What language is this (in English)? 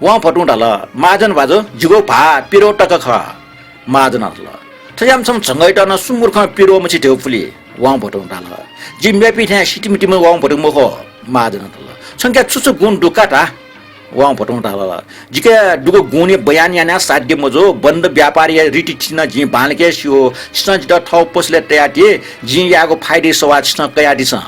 Newari